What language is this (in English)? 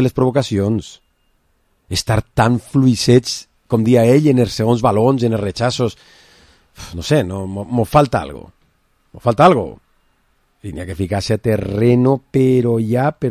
Catalan